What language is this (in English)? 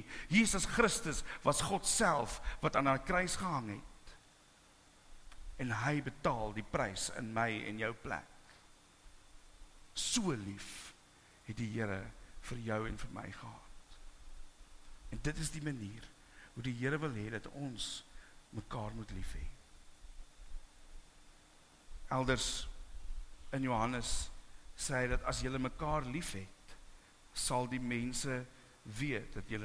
Afrikaans